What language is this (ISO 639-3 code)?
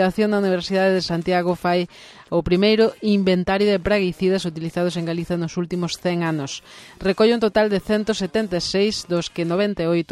glg